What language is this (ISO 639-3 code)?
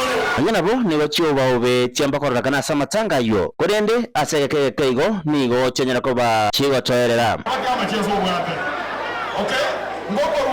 guz